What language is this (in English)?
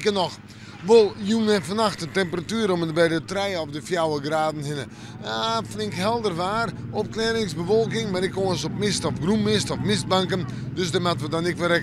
Western Frisian